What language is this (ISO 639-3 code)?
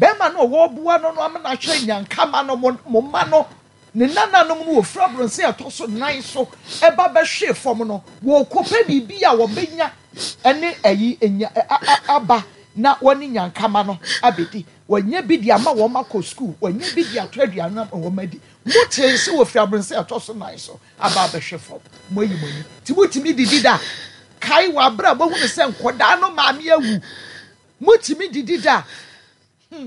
aka